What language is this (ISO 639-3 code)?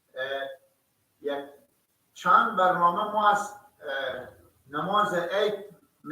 fas